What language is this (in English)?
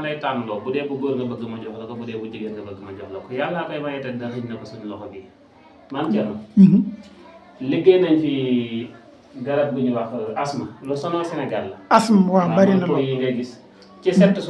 Wolof